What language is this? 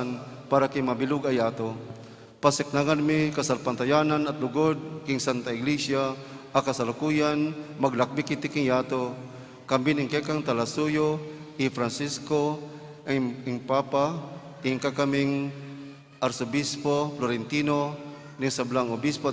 Pampanga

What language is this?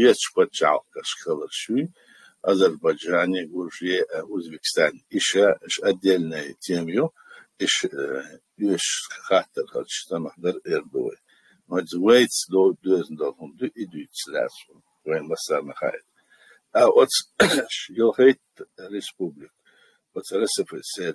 Chechen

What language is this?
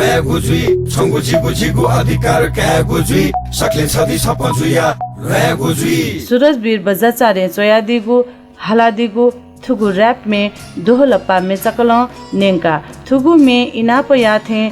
Newari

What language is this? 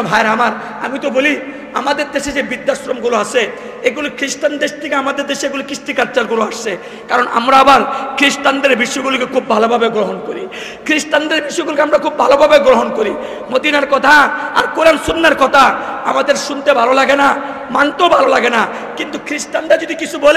Bangla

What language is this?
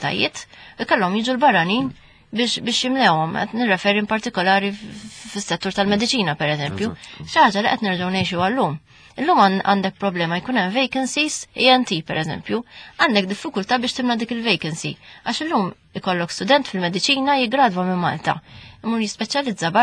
Maltese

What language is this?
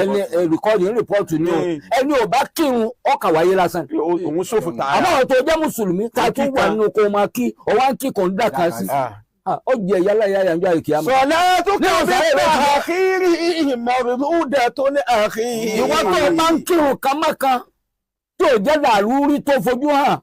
Yoruba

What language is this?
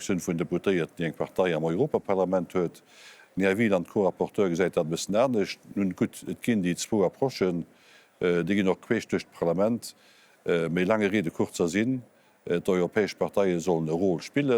Luxembourgish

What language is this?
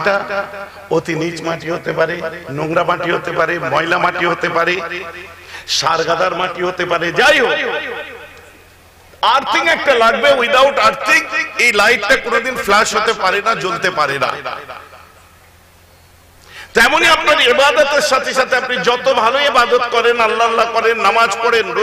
Bangla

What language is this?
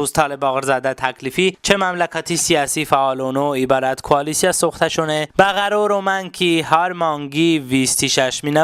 Talysh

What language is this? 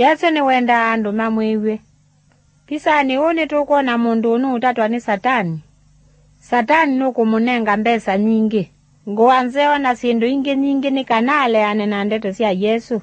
Kamba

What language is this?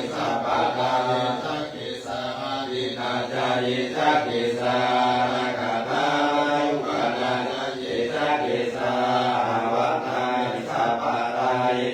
Pali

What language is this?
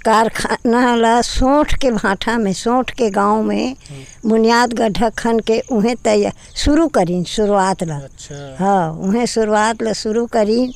Chhattisgarhi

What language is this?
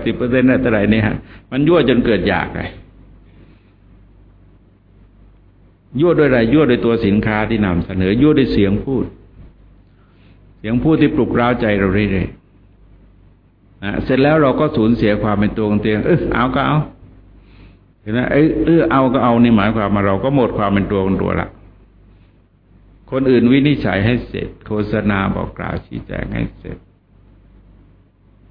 Thai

